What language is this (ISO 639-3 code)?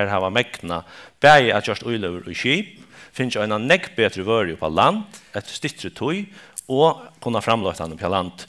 fao